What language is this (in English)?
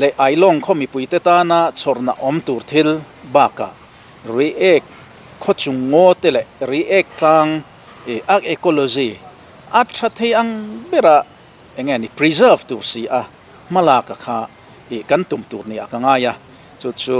Mizo